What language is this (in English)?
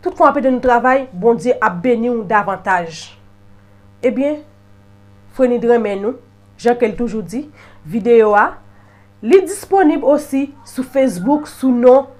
Haitian Creole